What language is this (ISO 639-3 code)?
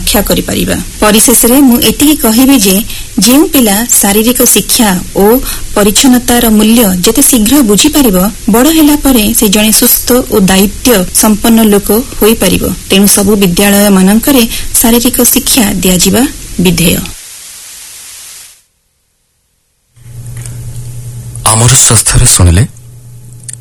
ori